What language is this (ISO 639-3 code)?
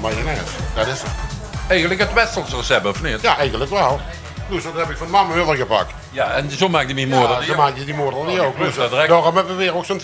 lim